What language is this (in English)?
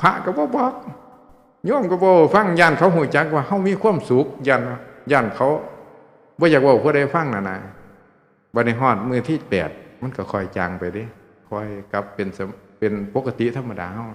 Northeastern Thai